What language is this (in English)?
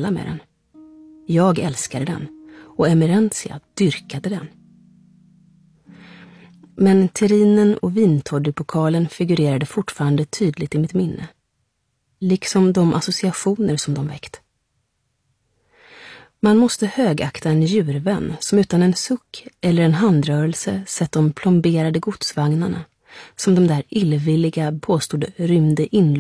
Swedish